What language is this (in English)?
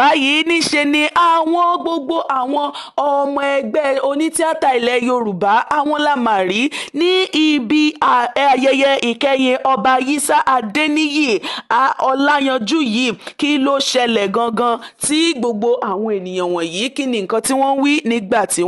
Yoruba